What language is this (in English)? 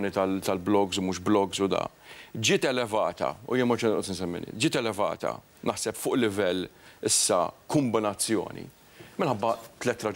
Maltese